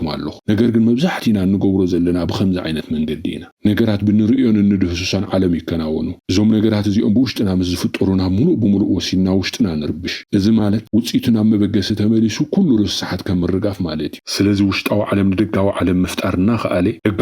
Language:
Tigrinya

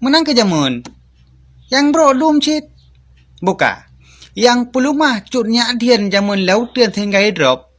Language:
Achinese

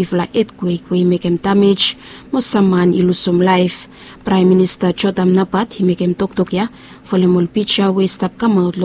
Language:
Bislama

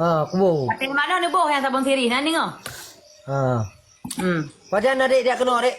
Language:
Achinese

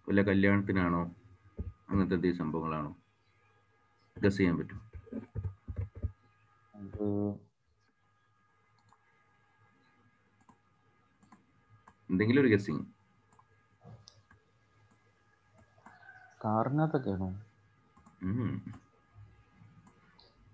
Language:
Malayalam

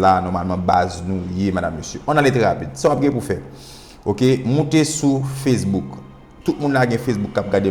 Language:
Haitian Creole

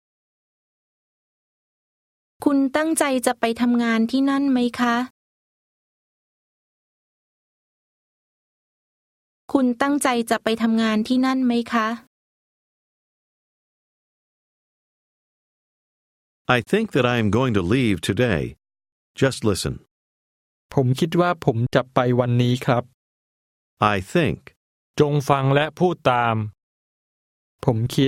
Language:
Thai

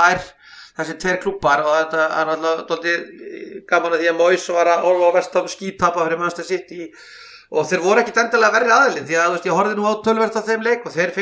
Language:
Icelandic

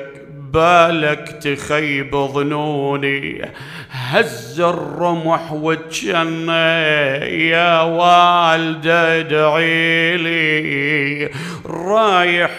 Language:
Mesopotamian Arabic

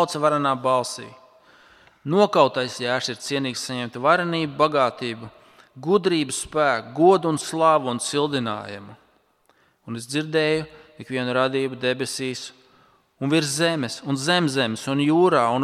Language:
Latvian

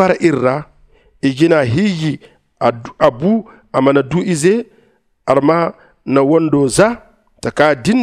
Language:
Zarma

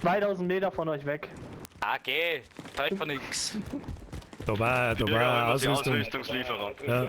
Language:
Bavarian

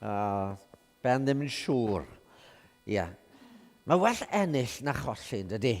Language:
Welsh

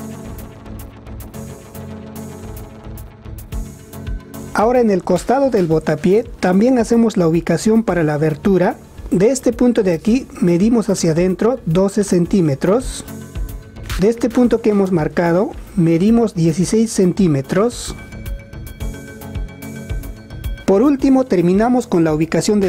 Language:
Spanish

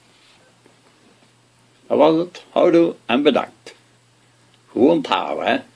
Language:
Dutch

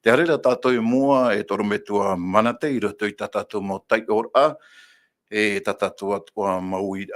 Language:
Tahitian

